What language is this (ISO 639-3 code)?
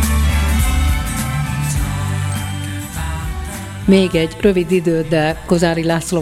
hun